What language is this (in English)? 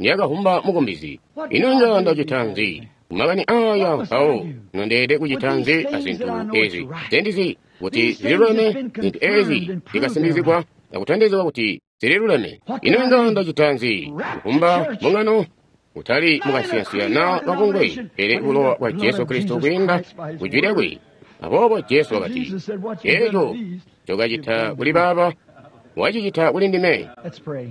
Tonga (Zambia)